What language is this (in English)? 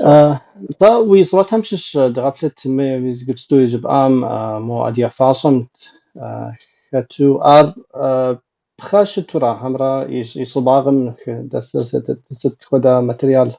Kabardian